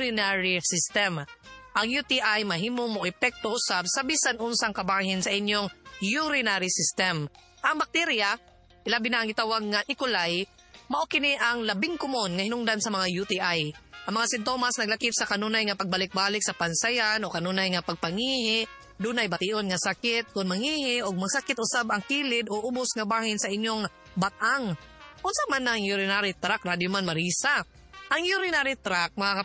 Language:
Cebuano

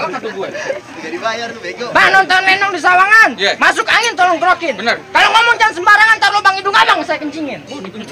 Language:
Betawi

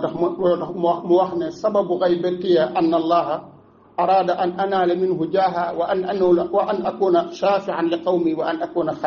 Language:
Wolof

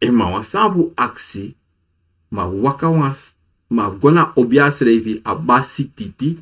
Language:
Sranan Tongo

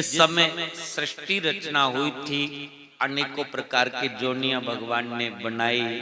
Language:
Dogri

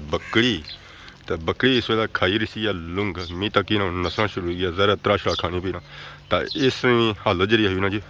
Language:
Pahari-Potwari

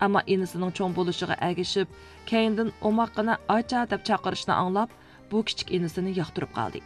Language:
Uyghur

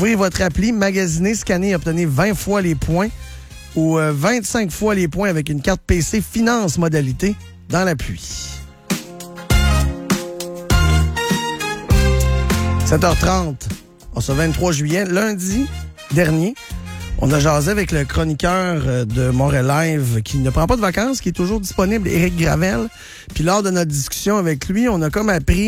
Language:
French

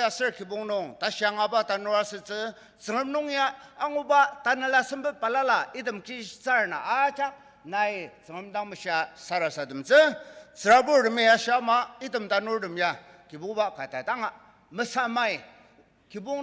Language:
Ao Naga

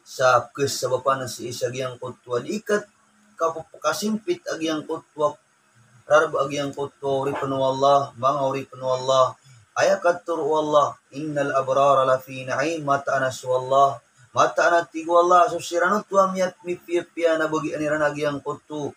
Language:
Maranao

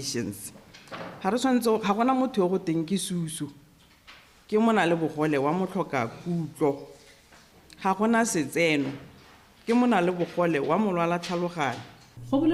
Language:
Tswana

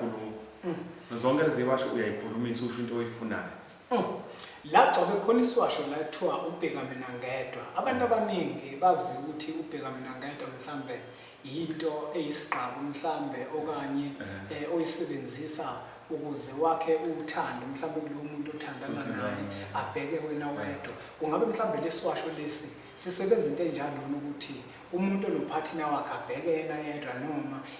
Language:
Zulu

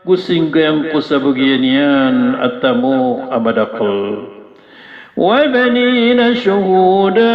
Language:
Maranao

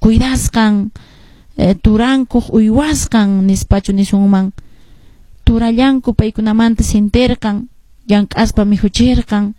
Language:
Quechua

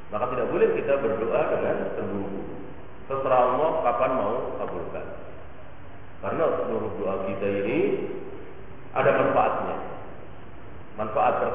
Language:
Indonesian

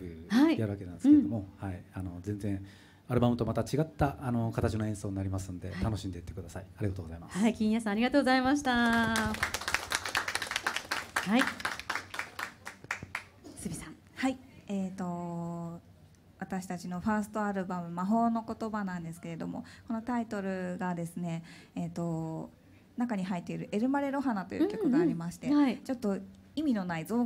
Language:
Japanese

